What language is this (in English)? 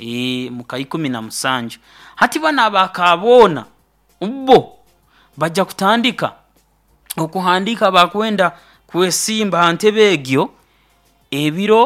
Nyoro